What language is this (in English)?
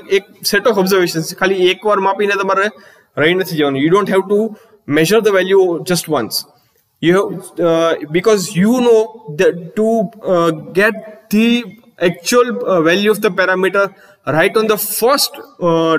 Gujarati